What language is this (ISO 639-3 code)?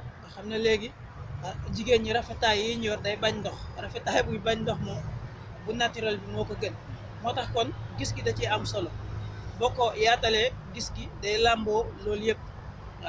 wol